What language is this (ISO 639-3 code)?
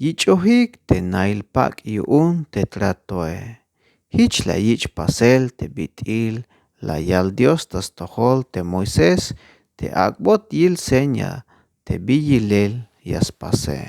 tzh